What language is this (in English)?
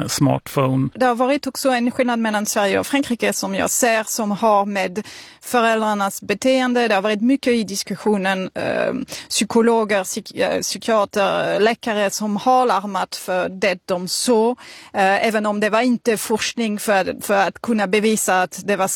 Swedish